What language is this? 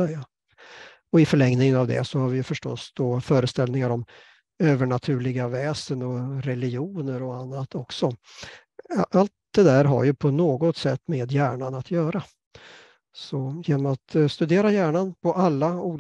Swedish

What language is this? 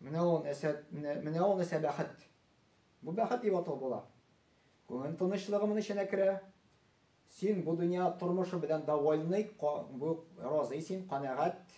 Tatar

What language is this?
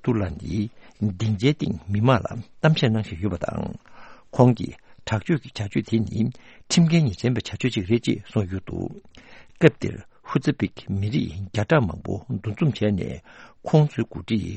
Tibetan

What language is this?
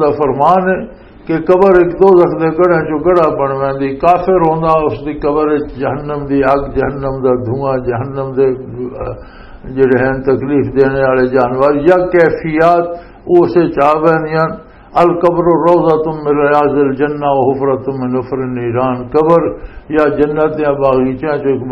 Western Panjabi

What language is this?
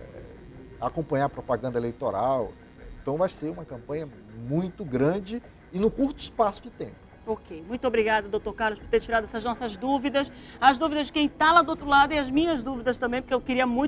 Portuguese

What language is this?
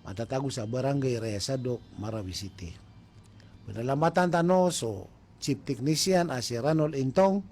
Maranao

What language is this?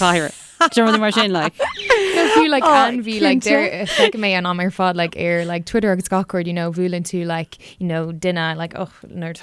Irish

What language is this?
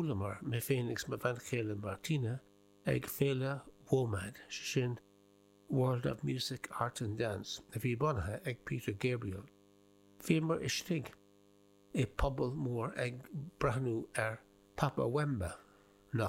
Irish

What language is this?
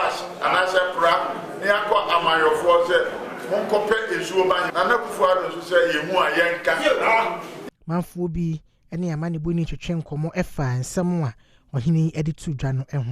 Akan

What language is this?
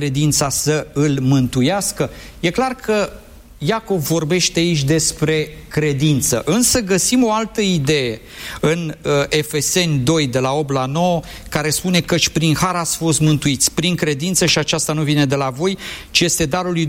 Romanian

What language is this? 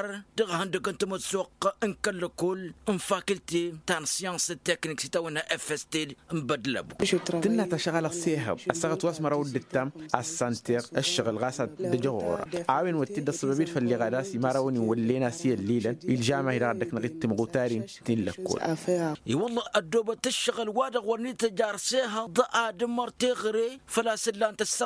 Tamasheq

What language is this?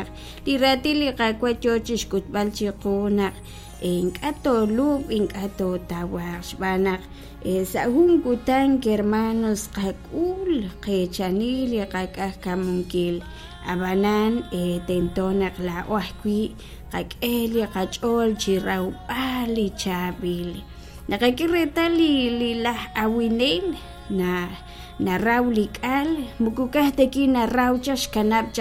Kekchí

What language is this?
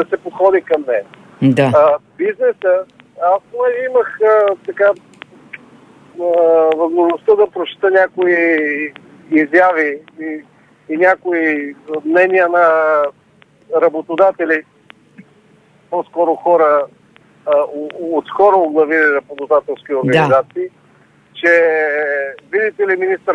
Bulgarian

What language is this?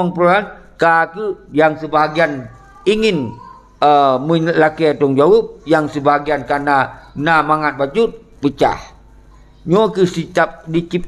Achinese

